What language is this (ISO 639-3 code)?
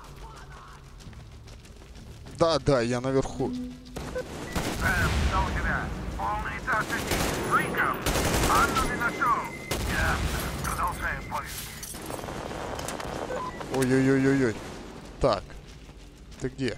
rus